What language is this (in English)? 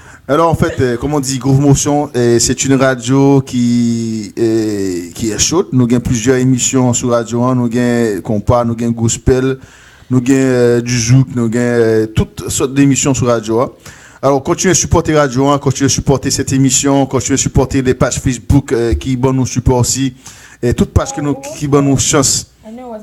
Haitian Creole